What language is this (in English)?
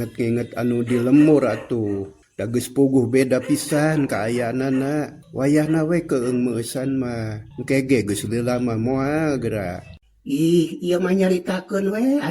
Sundanese